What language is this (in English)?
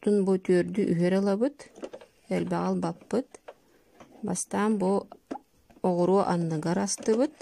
Yakut